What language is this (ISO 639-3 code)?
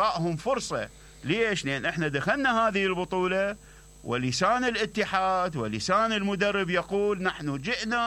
acm